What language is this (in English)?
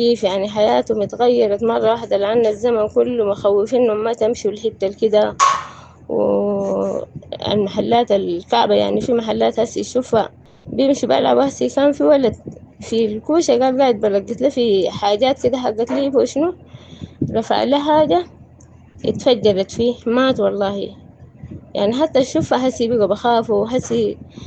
Sudanese Arabic